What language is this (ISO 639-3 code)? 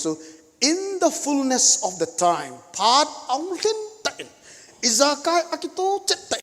tcz